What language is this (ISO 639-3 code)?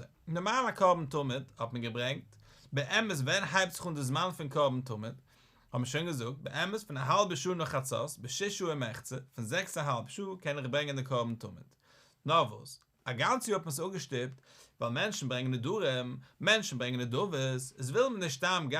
yid